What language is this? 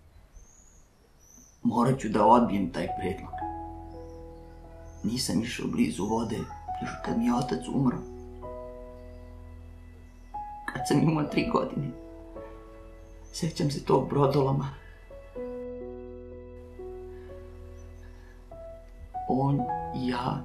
Serbian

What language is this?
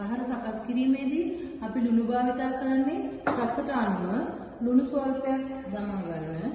Sinhala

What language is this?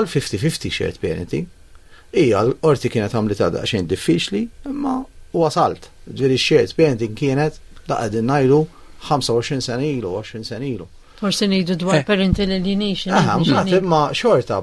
Maltese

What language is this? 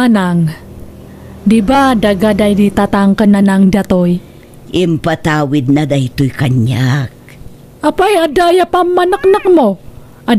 Iloko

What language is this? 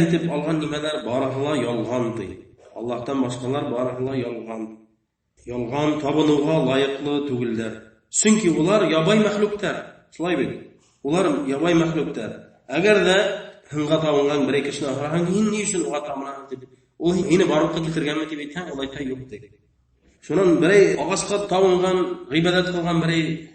Bashkir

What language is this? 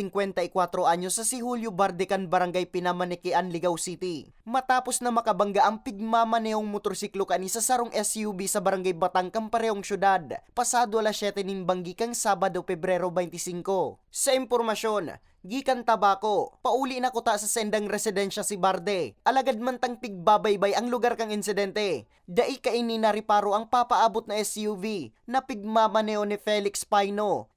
Bikol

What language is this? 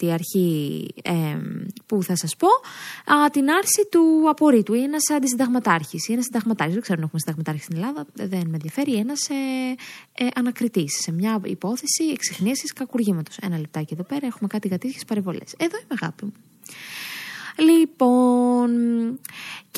Greek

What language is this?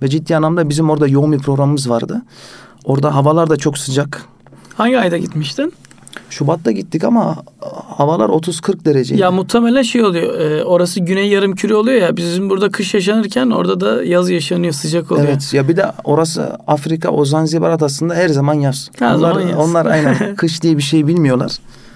Turkish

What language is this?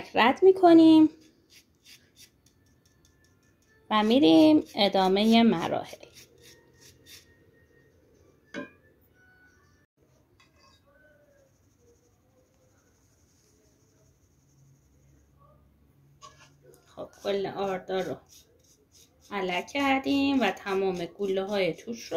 Persian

